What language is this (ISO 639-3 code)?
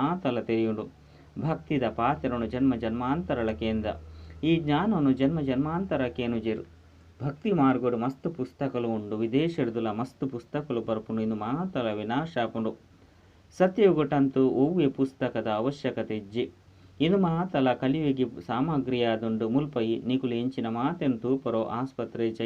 tcy